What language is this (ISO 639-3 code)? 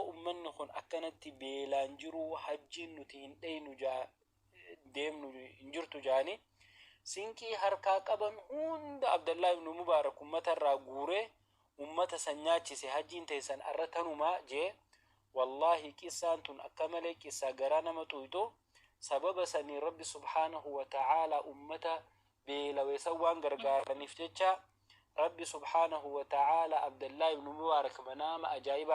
orm